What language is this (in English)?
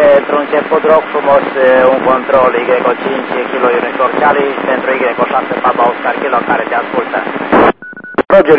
Romanian